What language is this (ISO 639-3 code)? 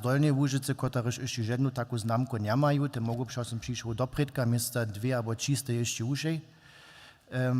hsb